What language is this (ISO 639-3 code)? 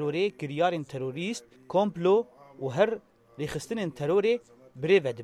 kur